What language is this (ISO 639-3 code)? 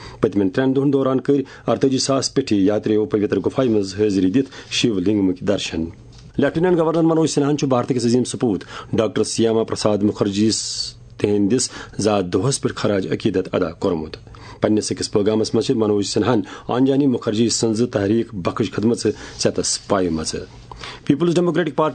kas